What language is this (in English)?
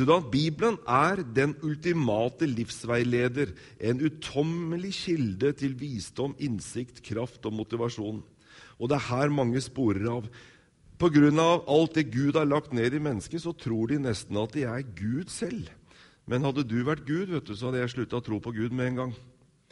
Norwegian